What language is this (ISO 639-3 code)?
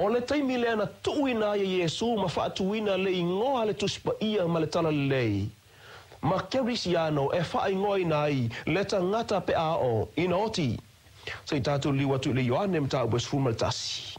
smo